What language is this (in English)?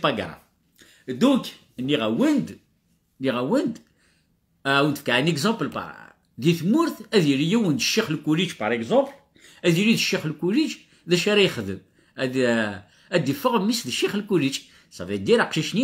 Kabyle